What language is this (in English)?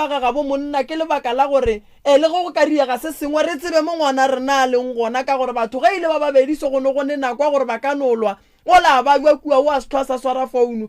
Northern Sotho